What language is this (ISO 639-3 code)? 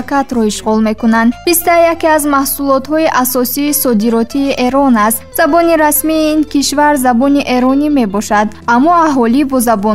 tgk